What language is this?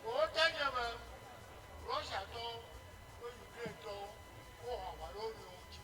Ewe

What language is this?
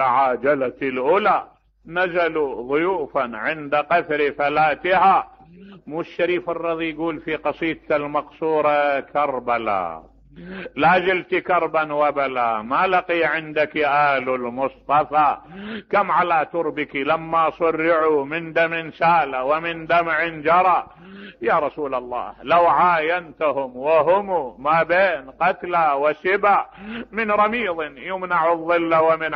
Mesopotamian Arabic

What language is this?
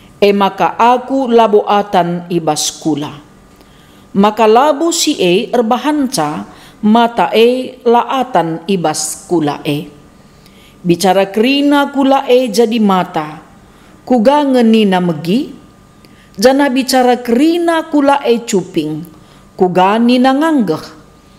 Batak Karo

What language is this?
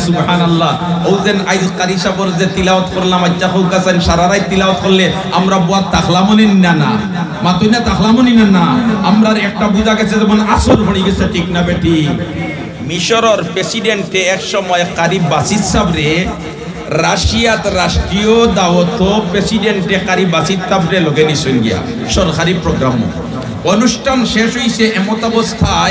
Sylheti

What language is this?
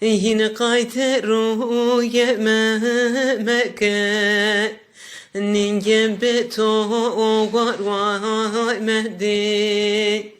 Zaza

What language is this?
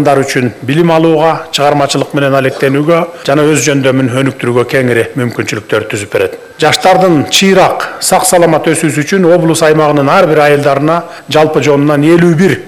Kyrgyz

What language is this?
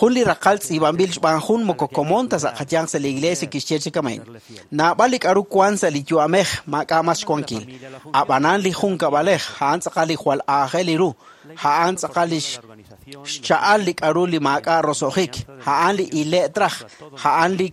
Kekchí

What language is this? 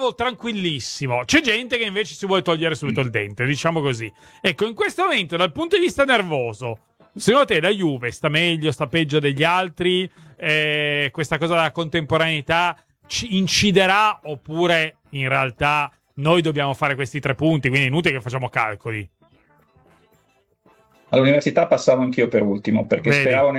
Italian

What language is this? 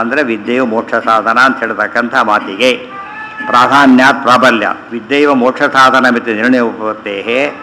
Kannada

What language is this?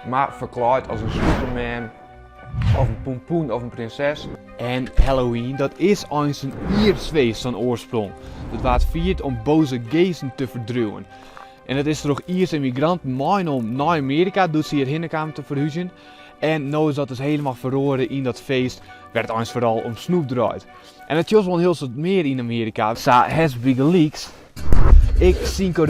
Western Frisian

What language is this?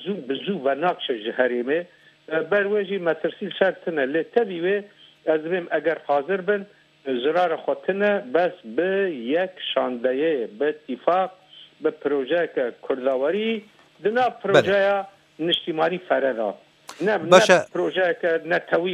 Kurdish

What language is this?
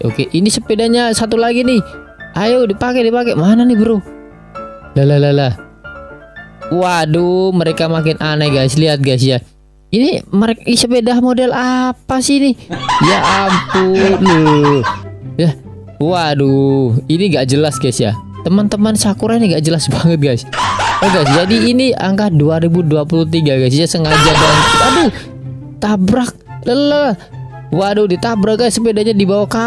Indonesian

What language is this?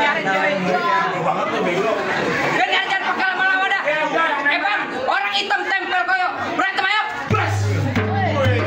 Betawi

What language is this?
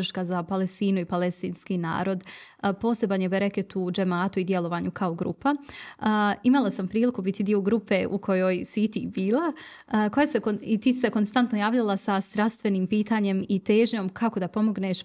Bosnian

